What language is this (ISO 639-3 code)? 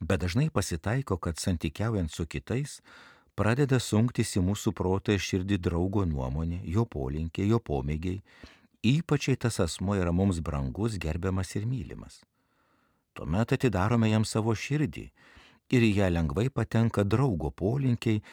lit